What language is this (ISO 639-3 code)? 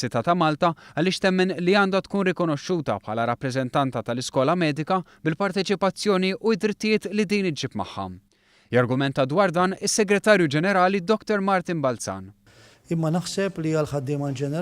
mlt